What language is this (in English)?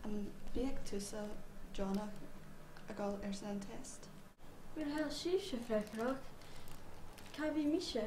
Scottish Gaelic